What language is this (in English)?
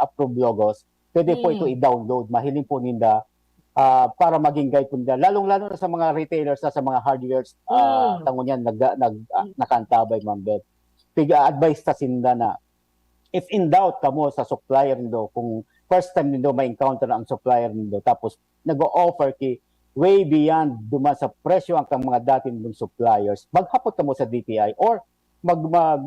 Bikol